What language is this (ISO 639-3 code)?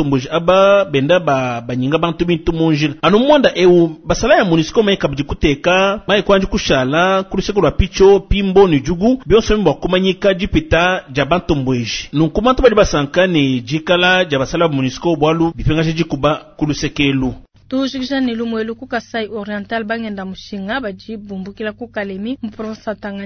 lua